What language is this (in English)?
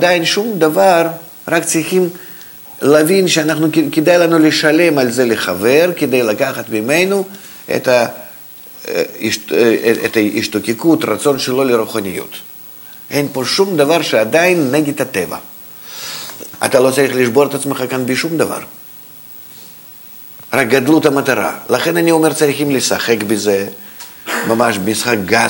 Hebrew